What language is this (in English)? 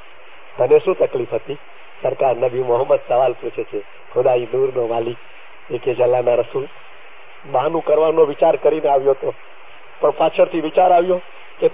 Gujarati